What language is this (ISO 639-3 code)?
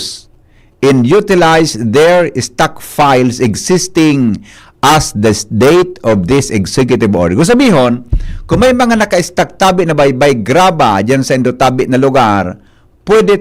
bik